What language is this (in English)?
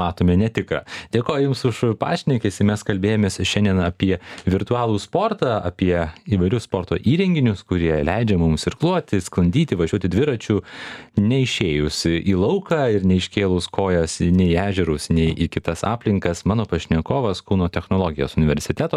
Lithuanian